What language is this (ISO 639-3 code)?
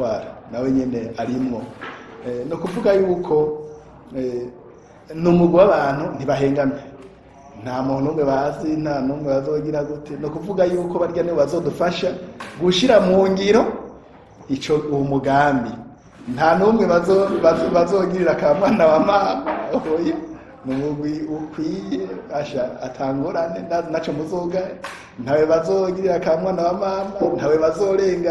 run